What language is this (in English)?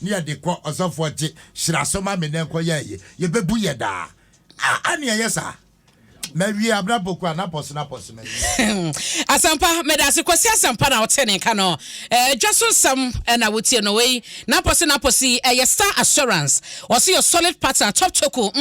Akan